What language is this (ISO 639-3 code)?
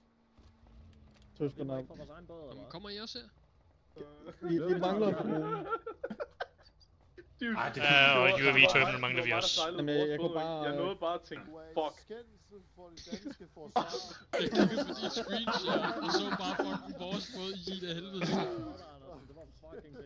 dan